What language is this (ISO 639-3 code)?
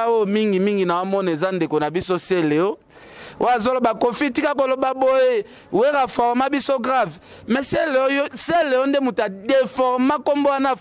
lin